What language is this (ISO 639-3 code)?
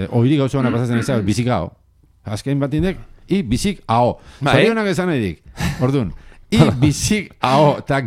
eus